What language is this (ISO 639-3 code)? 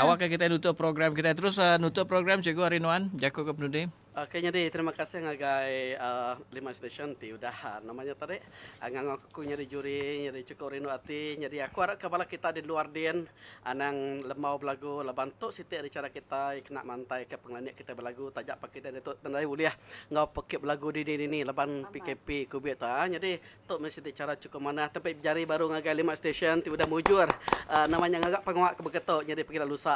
iba